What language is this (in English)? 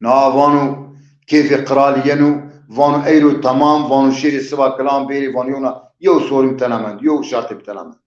Zaza